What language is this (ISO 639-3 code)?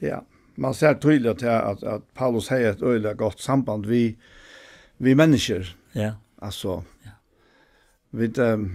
fao